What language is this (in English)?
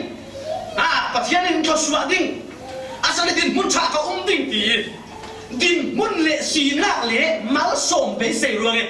Falam Chin